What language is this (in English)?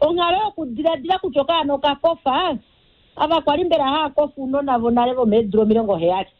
Kuanyama